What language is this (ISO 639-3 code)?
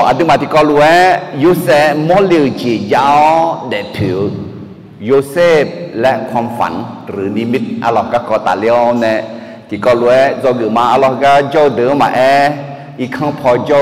ahk